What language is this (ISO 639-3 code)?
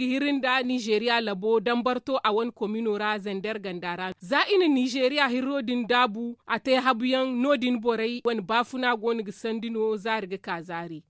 dje